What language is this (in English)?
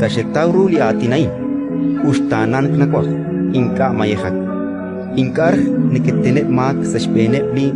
Kekchí